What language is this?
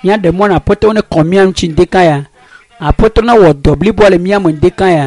Ewe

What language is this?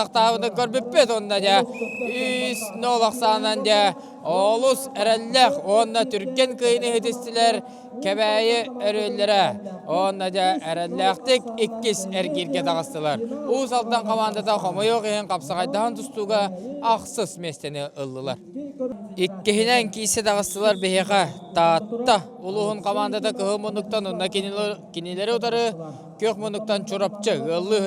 Yakut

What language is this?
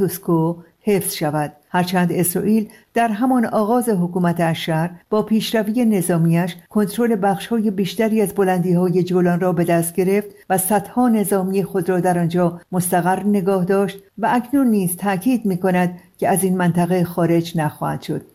Persian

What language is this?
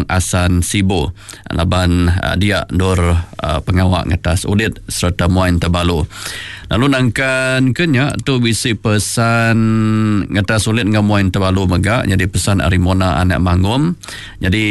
Iban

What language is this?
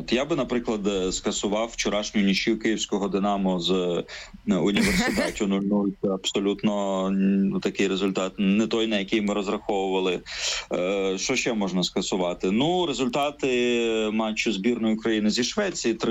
Ukrainian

